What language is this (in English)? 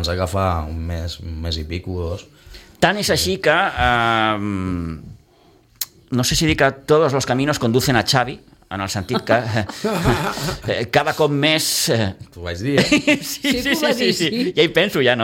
Catalan